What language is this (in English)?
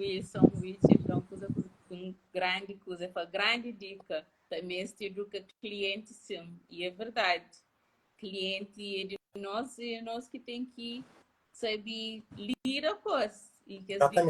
Kabuverdianu